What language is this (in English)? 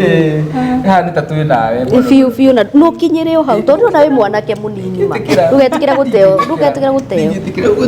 Kikuyu